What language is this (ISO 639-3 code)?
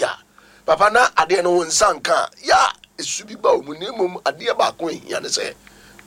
aka